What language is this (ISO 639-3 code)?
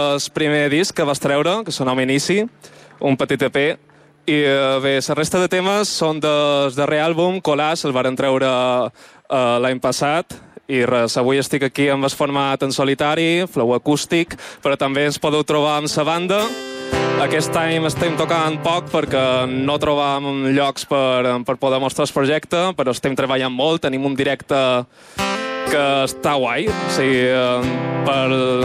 cat